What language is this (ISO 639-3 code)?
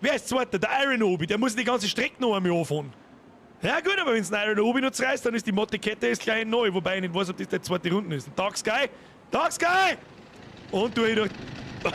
bar